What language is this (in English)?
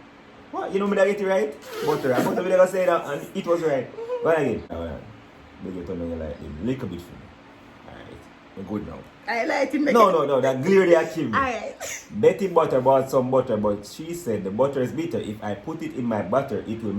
Jamaican Creole English